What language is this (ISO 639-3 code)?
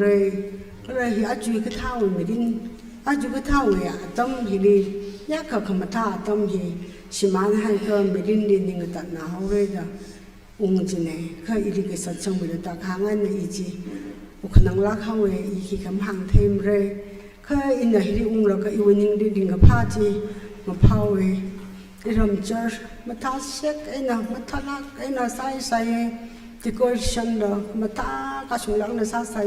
nmf